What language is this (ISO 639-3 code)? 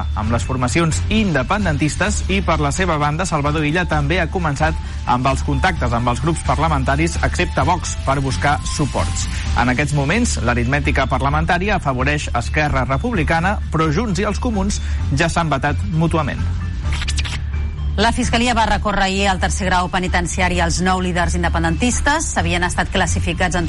cat